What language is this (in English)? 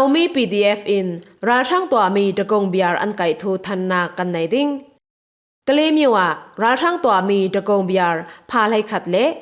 Falam Chin